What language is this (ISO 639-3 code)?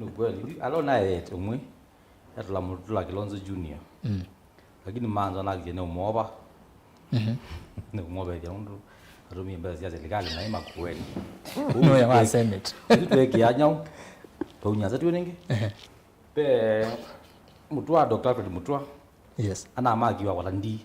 kam